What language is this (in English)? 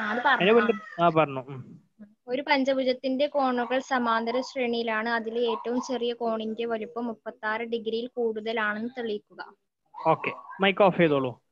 Malayalam